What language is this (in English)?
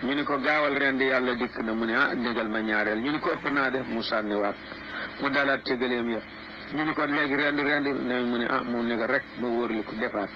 Wolof